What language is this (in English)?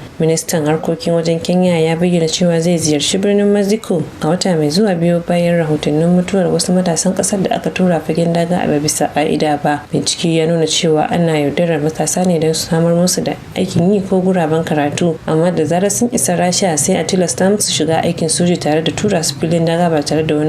Hausa